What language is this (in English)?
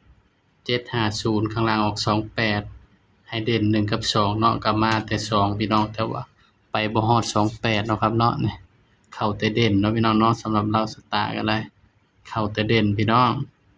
Northeastern Thai